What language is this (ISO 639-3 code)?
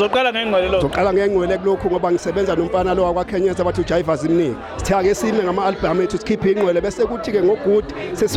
zul